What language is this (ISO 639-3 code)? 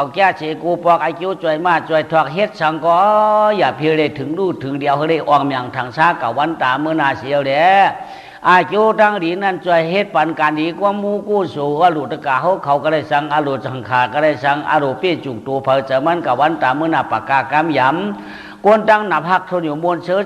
shn